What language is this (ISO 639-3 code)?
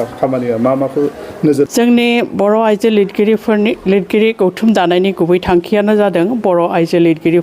brx